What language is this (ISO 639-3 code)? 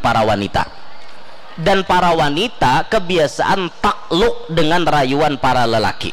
bjn